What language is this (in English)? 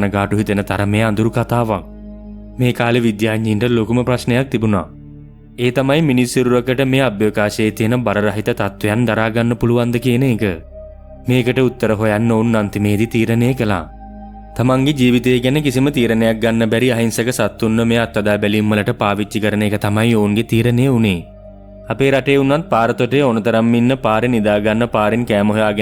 Sinhala